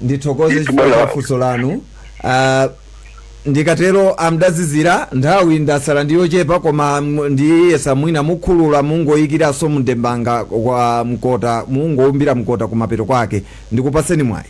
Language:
Nyanja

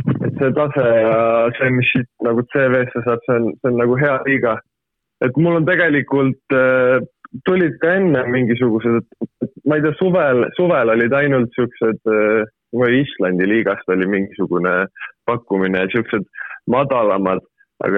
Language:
Estonian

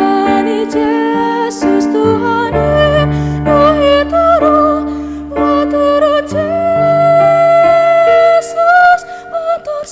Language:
Batak Simalungun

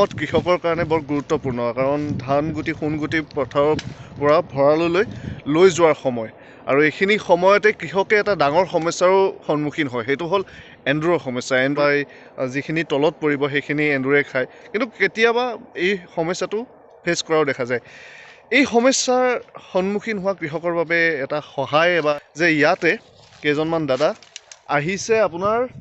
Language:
Assamese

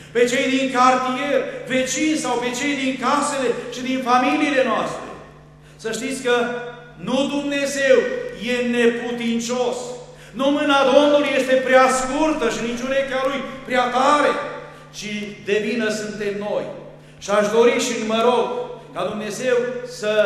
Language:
Romanian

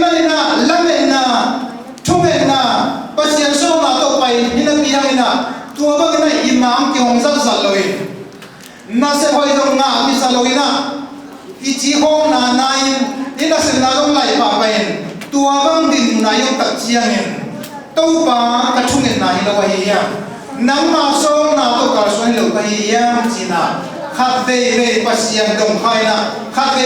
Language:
Tedim Chin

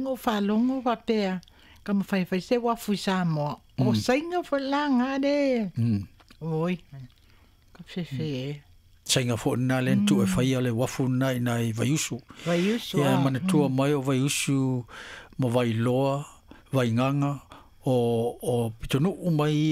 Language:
Samoan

